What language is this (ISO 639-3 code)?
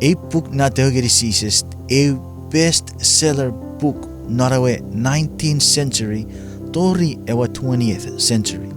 chk